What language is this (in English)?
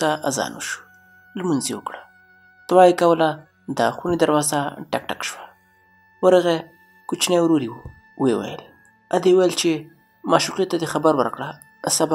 Pashto